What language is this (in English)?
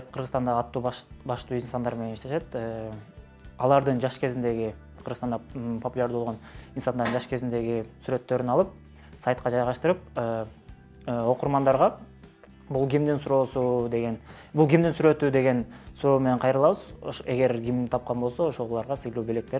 Kyrgyz